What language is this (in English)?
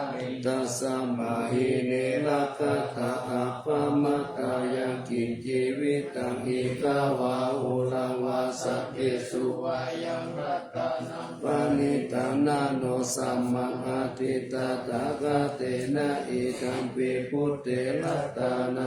Pali